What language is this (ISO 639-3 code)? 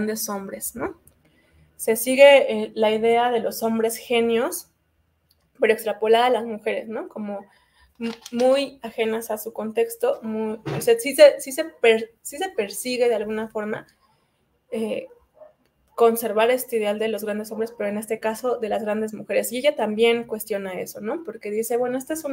spa